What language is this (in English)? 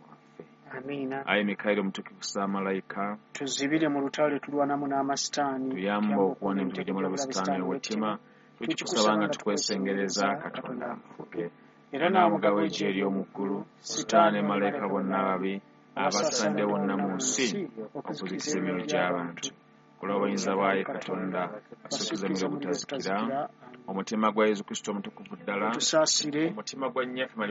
Ganda